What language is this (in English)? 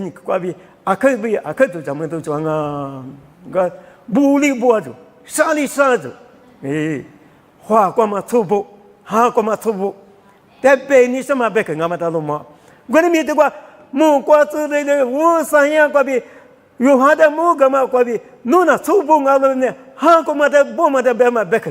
Lisu